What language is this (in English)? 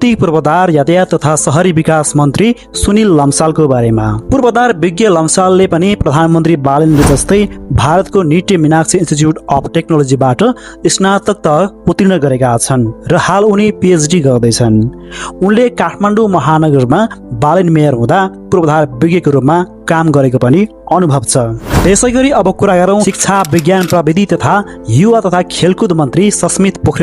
Nepali